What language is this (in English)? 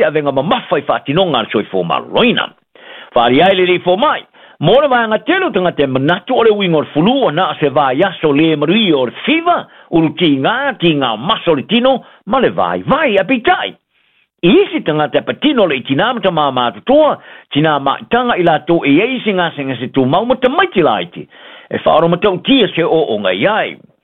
Samoan